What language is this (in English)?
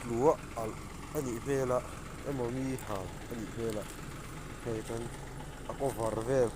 Mizo